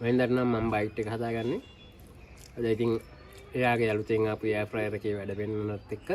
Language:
Sinhala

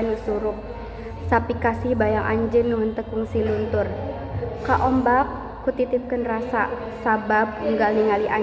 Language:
Sundanese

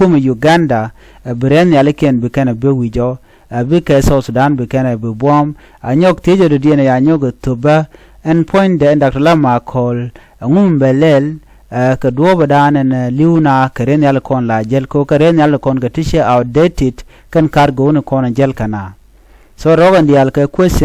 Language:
Nuer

